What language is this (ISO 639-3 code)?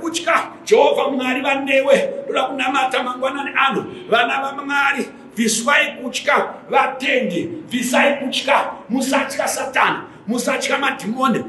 sna